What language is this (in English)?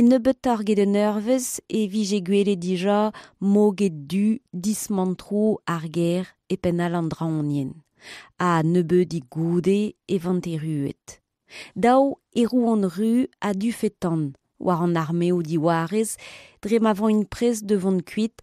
Breton